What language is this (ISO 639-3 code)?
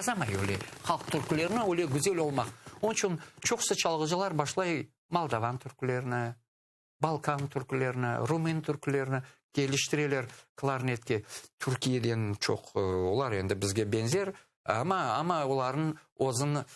crh